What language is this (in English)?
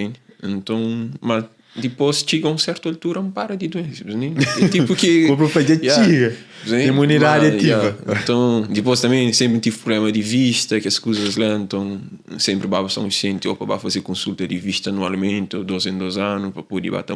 Kabuverdianu